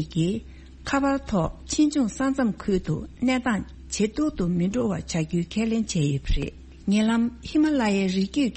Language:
Tibetan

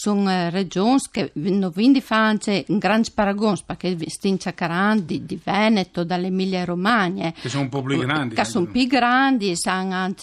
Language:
Friulian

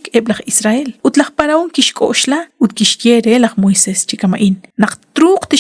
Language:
Kekchí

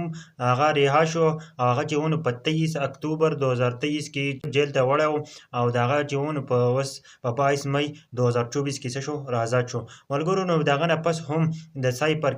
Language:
Pashto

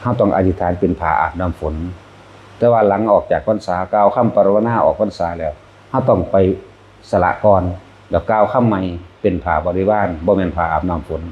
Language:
Northeastern Thai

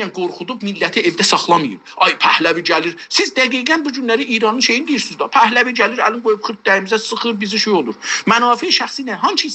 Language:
South Azerbaijani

